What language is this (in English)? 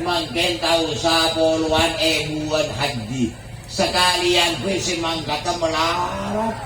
Madurese